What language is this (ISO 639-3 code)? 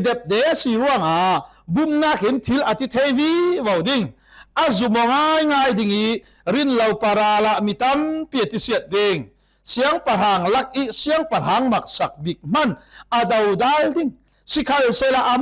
cfm